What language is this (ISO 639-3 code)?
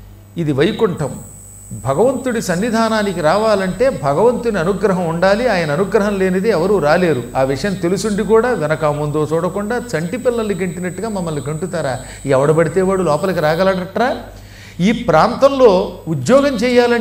tel